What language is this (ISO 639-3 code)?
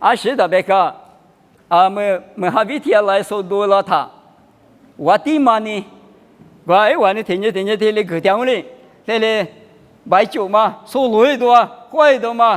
lis